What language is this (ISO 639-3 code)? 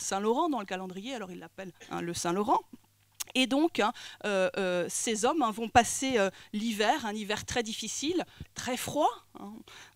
fra